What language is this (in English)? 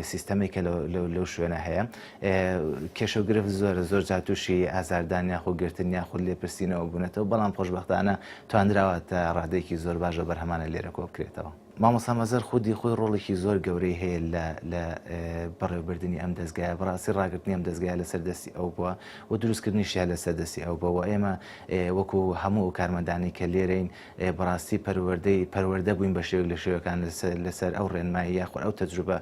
Central Kurdish